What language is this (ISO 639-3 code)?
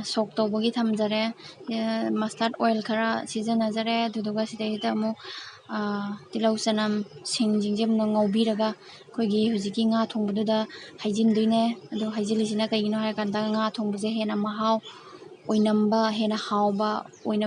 mni